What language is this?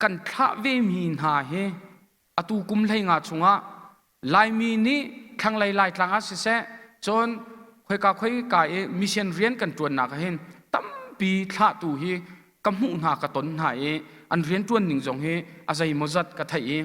Hakha Chin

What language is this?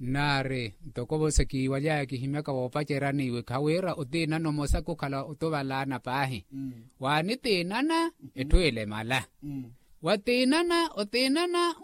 Makhuwa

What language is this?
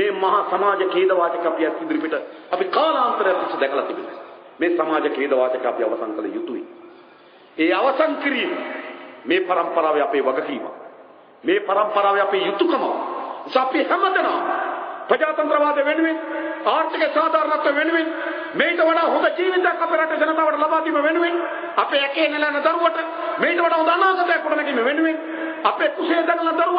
Sinhala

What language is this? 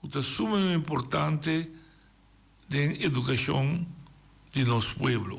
Papiamento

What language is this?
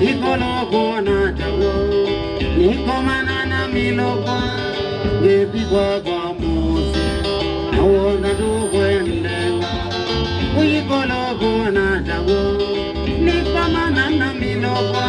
Kamba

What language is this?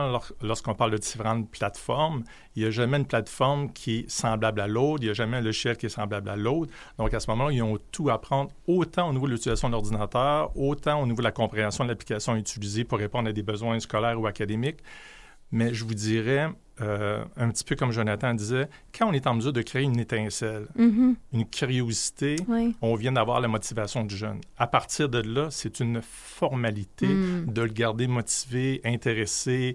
French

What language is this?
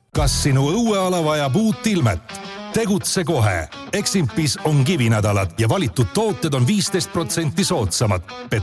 Estonian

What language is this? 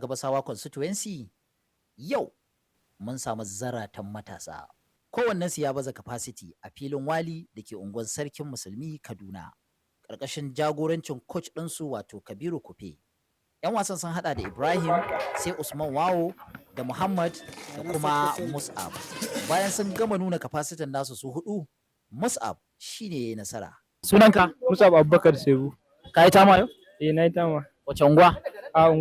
Hausa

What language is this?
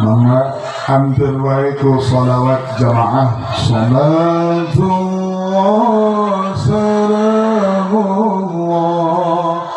Sundanese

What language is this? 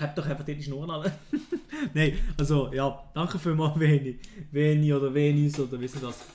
Swiss German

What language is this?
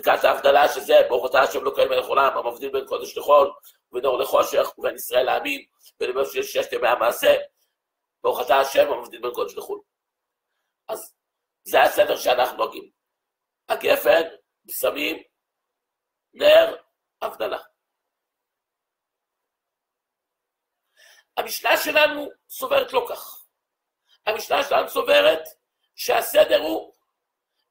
Hebrew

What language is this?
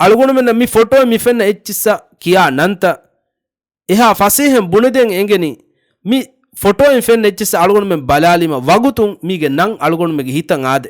Divehi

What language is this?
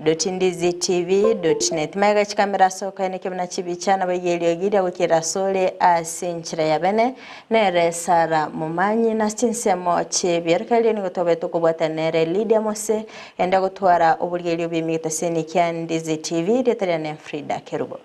Gusii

